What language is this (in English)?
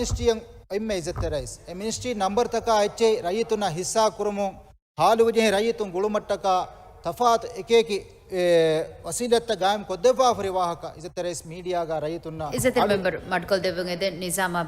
Divehi